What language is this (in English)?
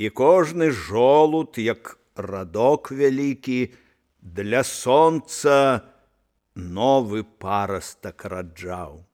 Belarusian